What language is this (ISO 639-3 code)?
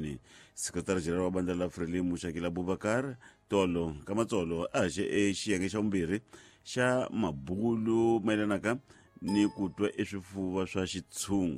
tso